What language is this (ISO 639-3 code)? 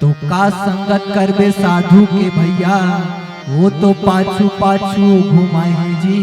hne